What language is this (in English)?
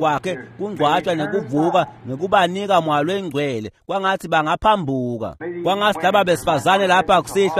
Swati